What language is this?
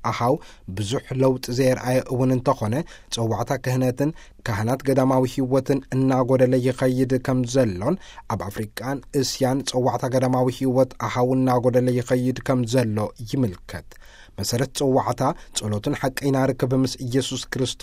Tigrinya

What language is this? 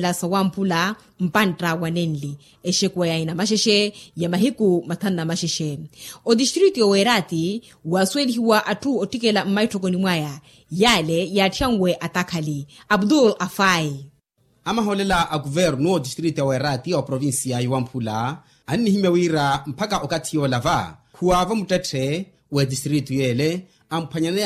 Makhuwa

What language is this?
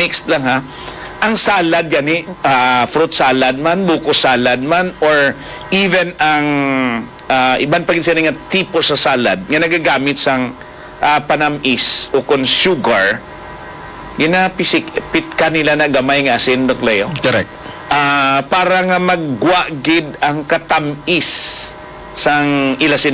Hiligaynon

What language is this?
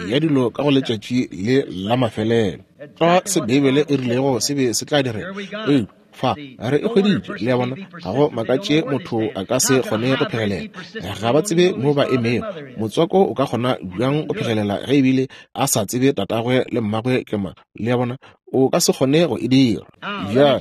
Northern Sotho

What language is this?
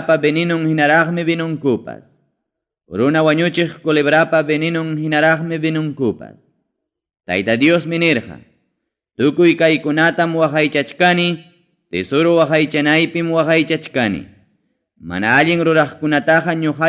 Ayacucho Quechua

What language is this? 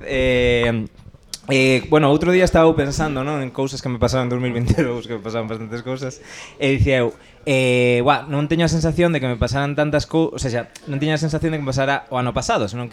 Galician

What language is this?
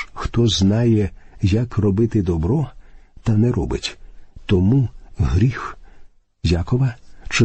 Ukrainian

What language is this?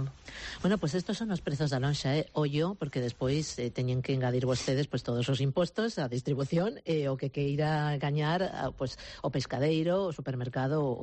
Galician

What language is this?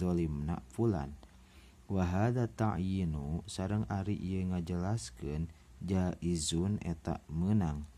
Sundanese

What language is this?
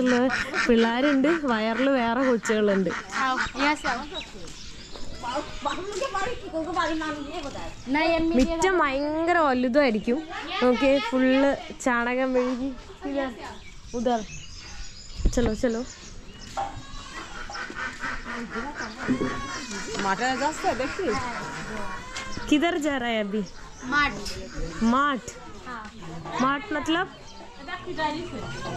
Malayalam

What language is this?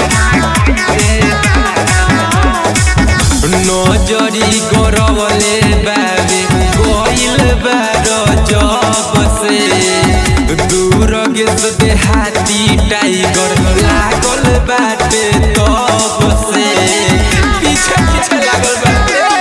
Bhojpuri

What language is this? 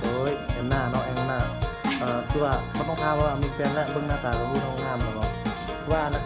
Northeastern Thai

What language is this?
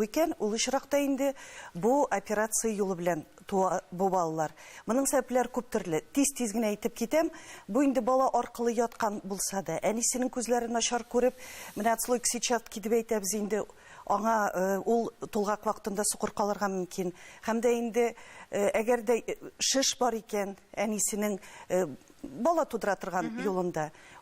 Tatar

